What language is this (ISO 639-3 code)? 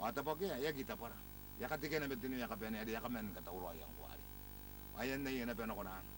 gil